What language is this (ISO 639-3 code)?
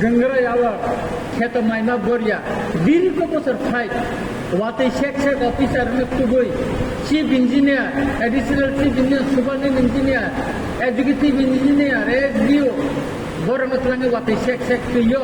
trp